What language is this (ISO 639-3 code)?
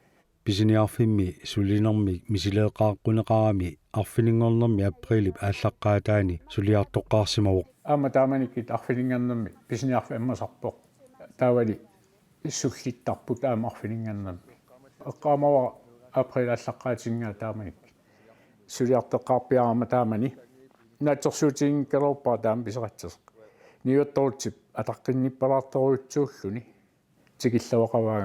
kal